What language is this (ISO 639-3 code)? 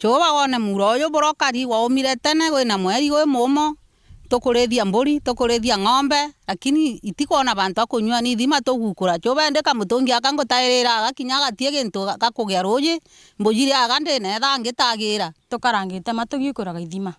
mer